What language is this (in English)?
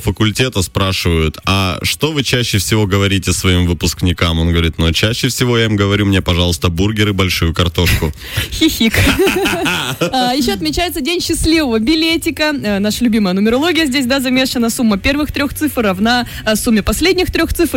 Russian